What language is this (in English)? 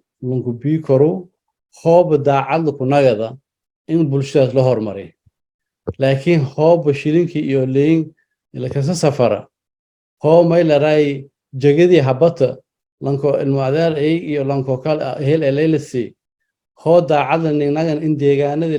Somali